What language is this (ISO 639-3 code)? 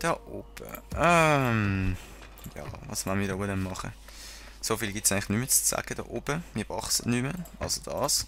gsw